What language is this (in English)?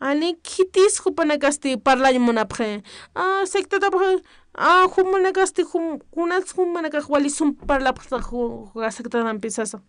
Aymara